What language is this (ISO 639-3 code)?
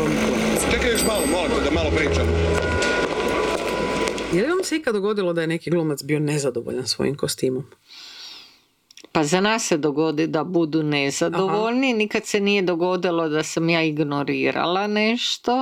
hrv